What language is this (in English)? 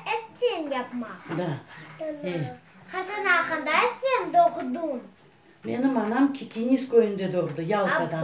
Crimean Tatar